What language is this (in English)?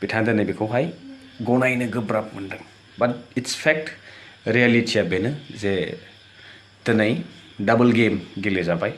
Bodo